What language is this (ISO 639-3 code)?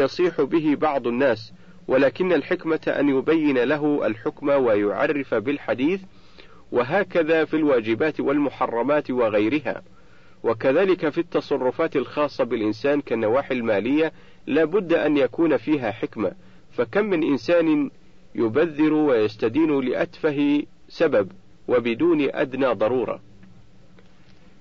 ara